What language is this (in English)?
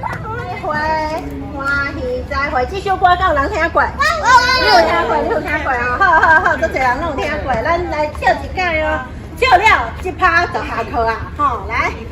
Min Nan Chinese